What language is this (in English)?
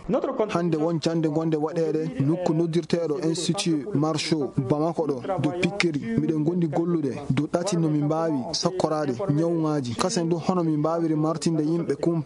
Fula